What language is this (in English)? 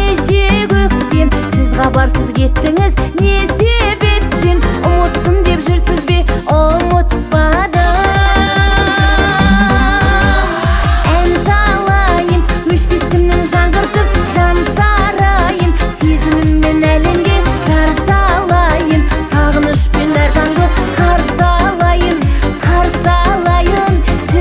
Kazakh